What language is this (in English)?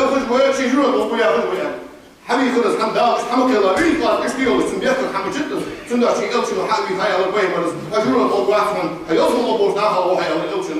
Ingush